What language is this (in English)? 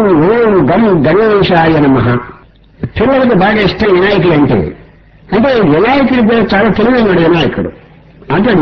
Telugu